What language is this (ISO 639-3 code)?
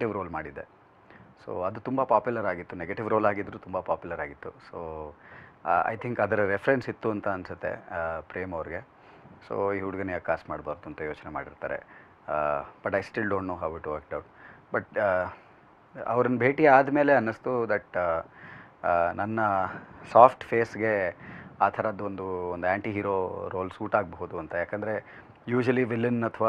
kan